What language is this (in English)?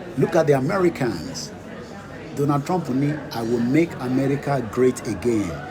Yoruba